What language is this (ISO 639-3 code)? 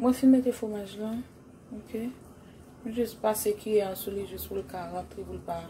hat